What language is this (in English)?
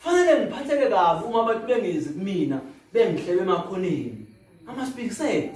Zulu